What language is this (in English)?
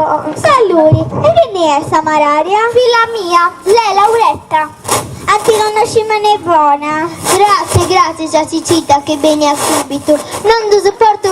Sardinian